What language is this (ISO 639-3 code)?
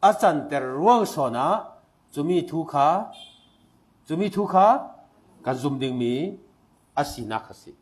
cfm